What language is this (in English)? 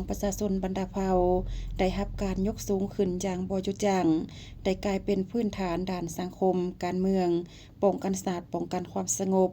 Lao